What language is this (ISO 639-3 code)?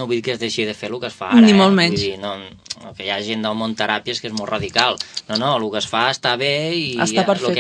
cat